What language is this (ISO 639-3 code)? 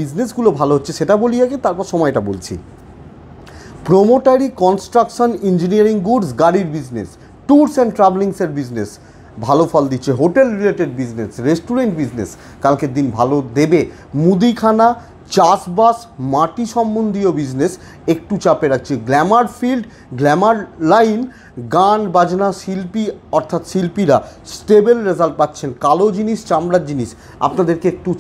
ben